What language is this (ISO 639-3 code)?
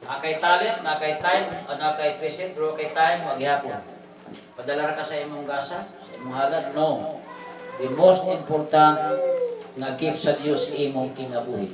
ceb